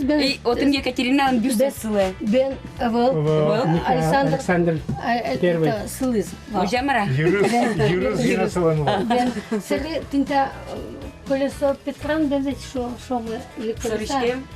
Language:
Udmurt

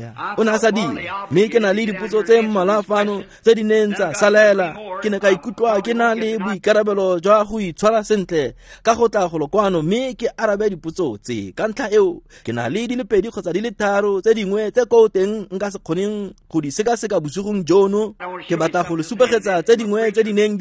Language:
Tswana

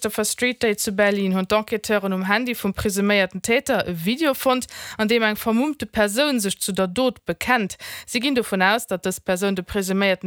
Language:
Luxembourgish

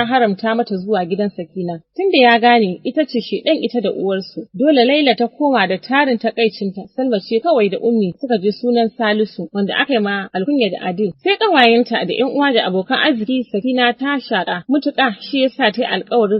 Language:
Hausa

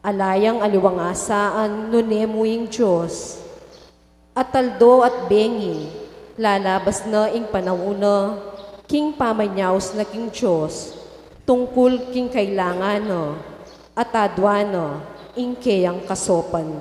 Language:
Pampanga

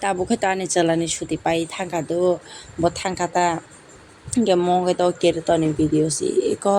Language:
Kok Borok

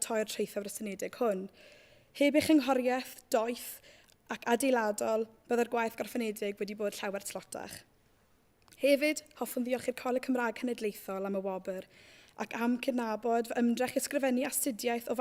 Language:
Welsh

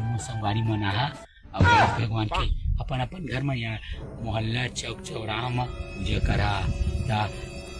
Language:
Chhattisgarhi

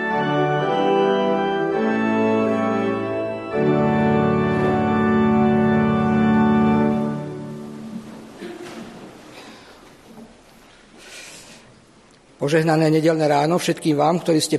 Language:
Slovak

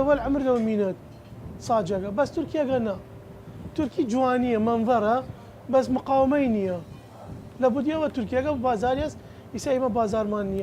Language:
Southern Kurdish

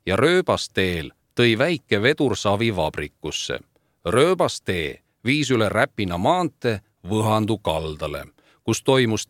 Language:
Estonian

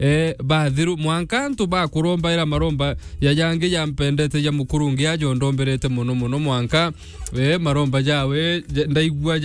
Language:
Meru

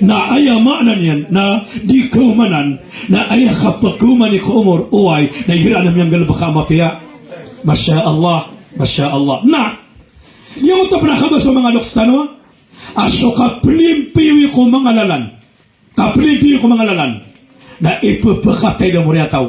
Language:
Maranao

